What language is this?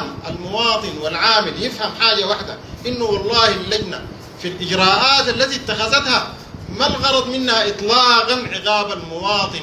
Sudanese Arabic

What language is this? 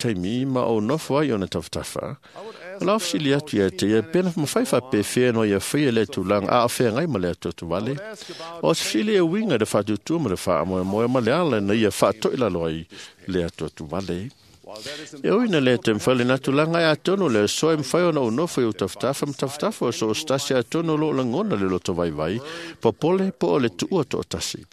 Samoan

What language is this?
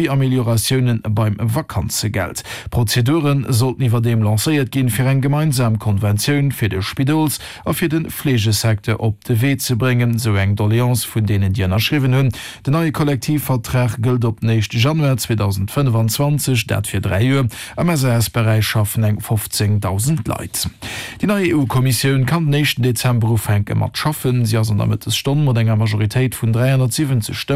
Luxembourgish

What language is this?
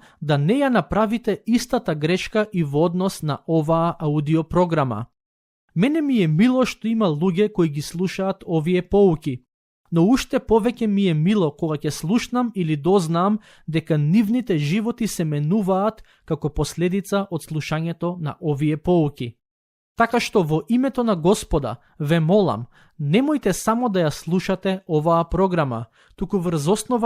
Macedonian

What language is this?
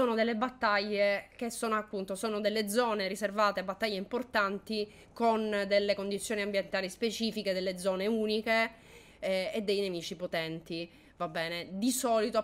Italian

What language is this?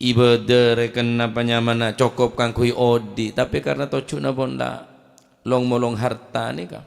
Madurese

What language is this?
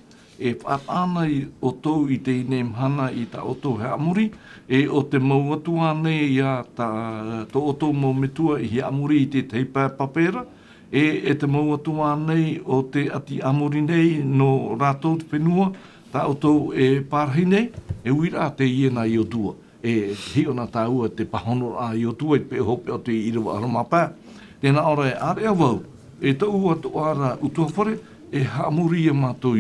Tahitian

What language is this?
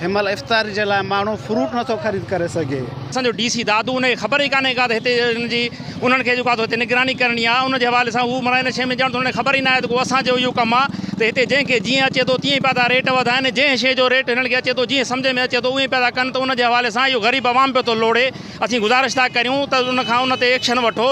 Sindhi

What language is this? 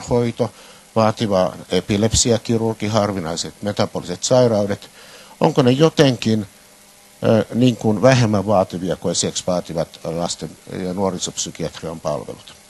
Finnish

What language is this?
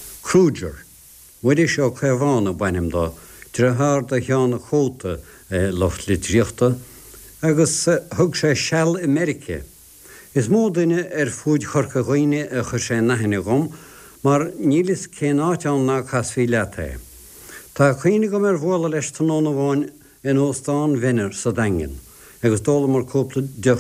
Irish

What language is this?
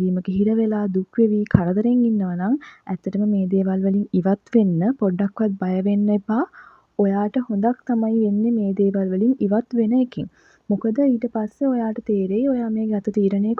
Sinhala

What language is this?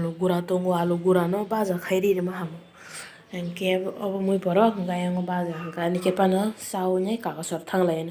Kok Borok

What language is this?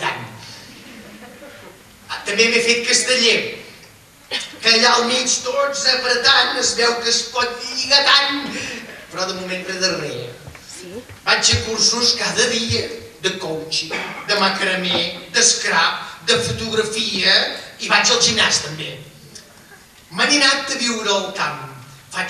Catalan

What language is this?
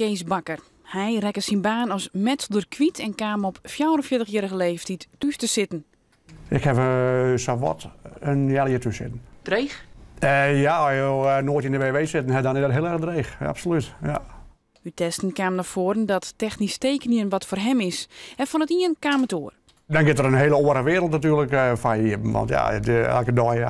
Western Frisian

